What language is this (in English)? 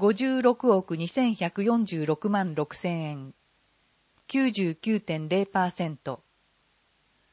Japanese